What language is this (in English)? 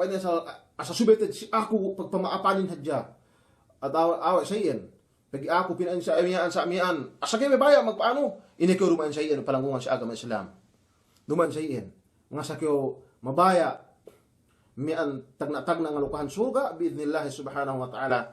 Yakan